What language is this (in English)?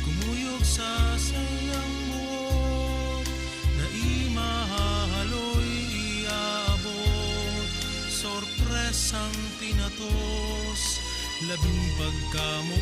Bikol